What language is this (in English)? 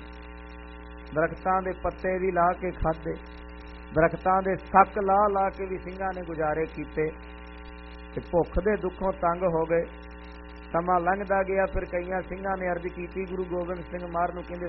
Punjabi